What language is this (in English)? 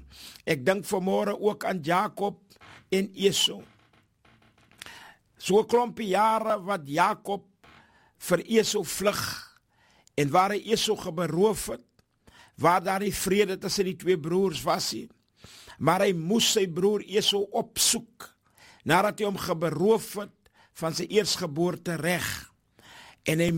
Afrikaans